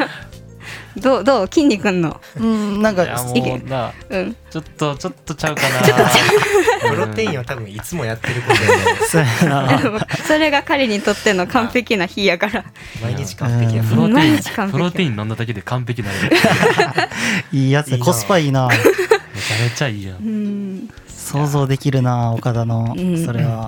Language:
Japanese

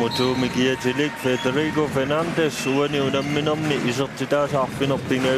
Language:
Kalaallisut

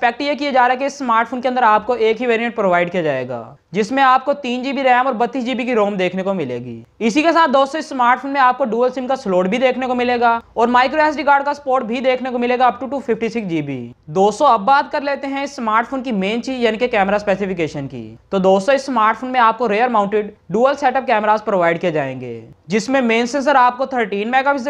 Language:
Hindi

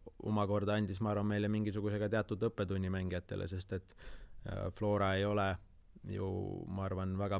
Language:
Estonian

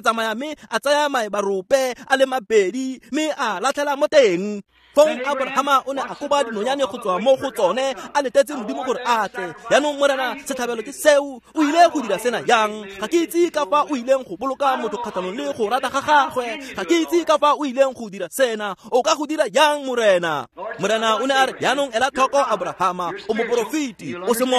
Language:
Tswana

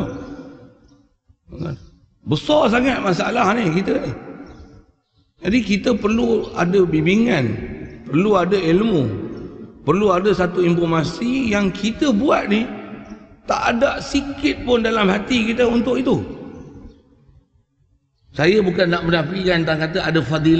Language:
Malay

